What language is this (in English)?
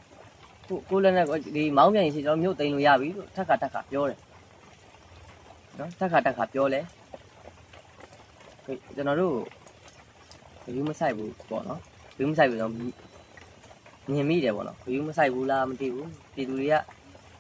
Burmese